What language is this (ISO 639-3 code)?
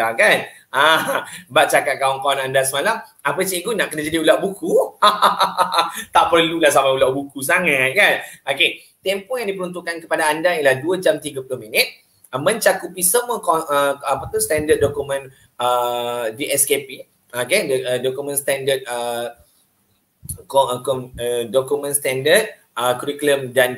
msa